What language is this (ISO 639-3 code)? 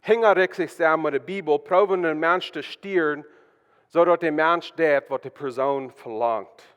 pdt